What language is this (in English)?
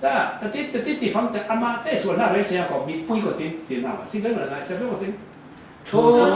Falam Chin